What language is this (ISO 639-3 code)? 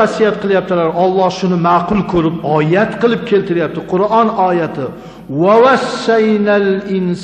uzb